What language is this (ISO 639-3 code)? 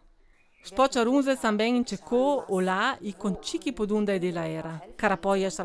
lld